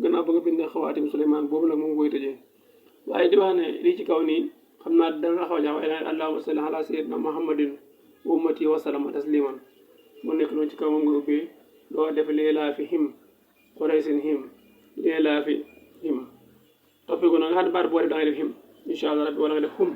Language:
Wolof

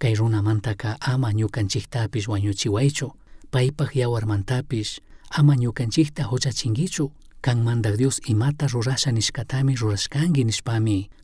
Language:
Chimborazo Highland Quichua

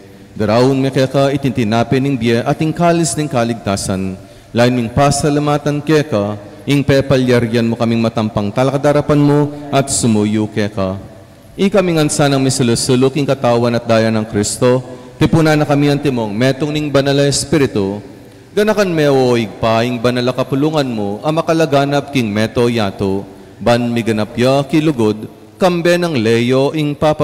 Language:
Pampanga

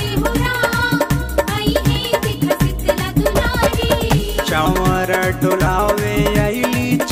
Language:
Bhojpuri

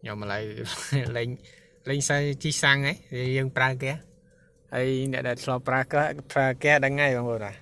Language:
Khmer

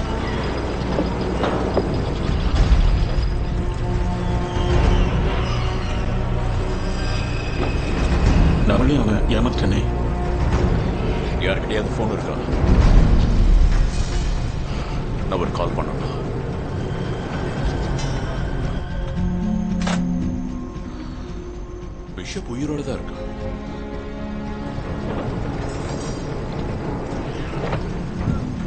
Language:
Tamil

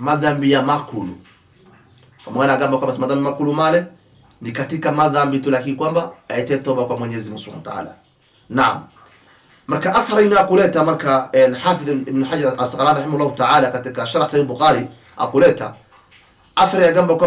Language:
Swahili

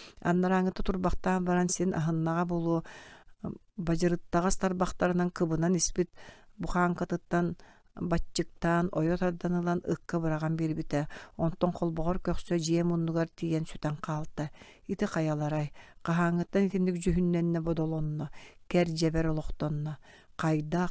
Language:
Yakut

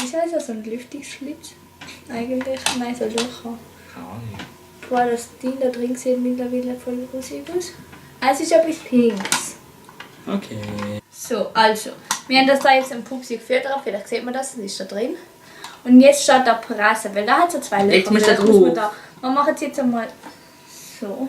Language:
Swiss German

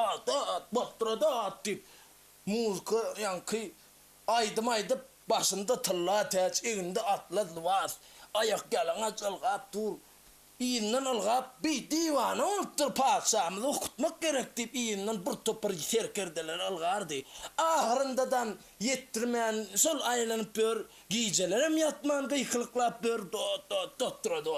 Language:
Turkmen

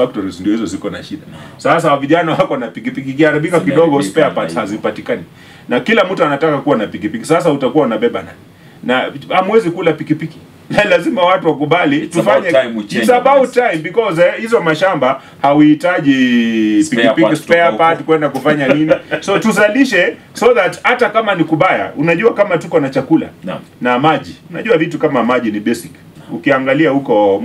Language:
Swahili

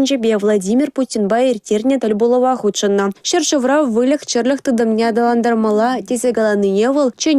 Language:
Chuvash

